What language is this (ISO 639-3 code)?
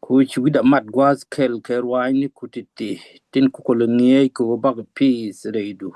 nus